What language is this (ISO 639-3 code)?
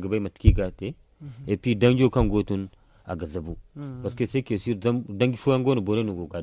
dje